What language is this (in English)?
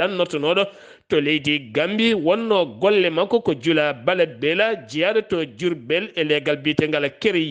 Fula